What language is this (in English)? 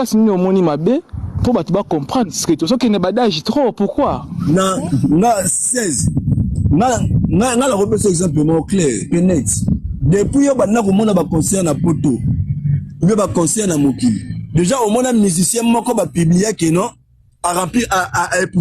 Lingala